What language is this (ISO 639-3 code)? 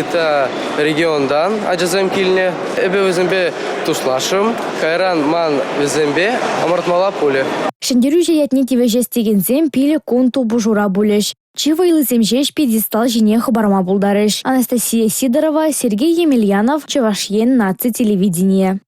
chv